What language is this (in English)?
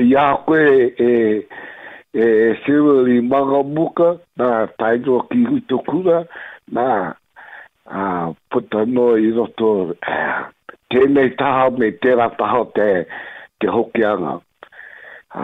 Māori